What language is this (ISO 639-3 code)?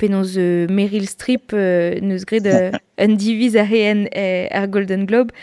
bre